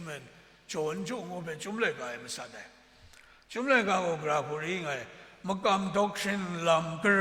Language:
Kachin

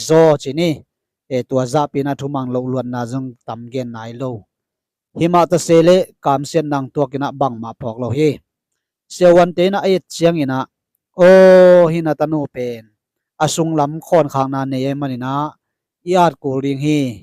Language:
Tedim Chin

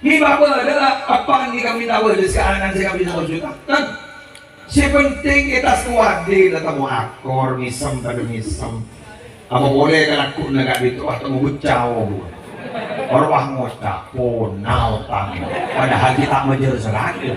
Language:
Madurese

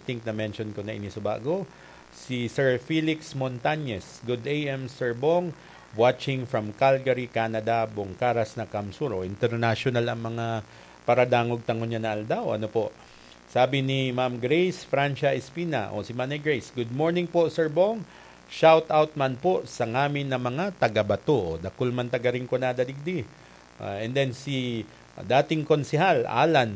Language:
Bikol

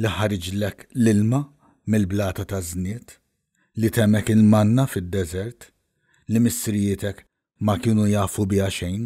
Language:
Maltese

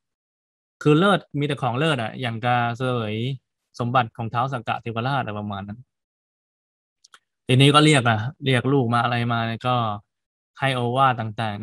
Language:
Thai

